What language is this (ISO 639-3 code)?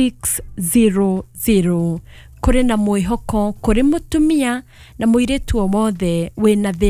kik